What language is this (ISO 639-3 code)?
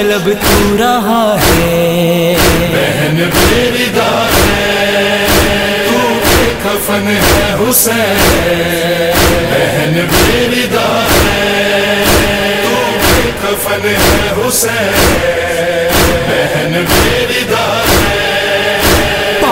urd